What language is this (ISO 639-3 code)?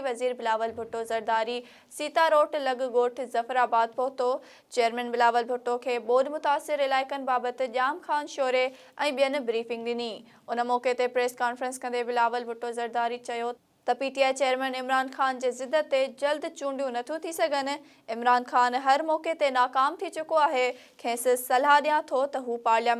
snd